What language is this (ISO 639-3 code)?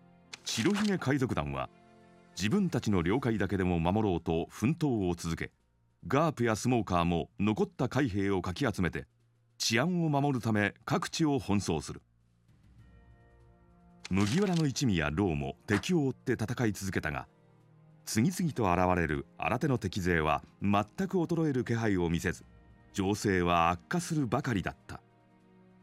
jpn